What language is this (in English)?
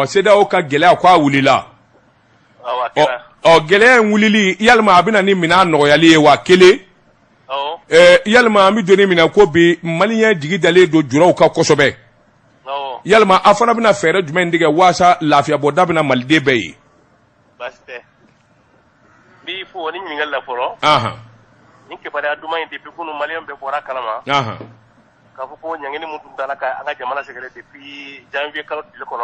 Bambara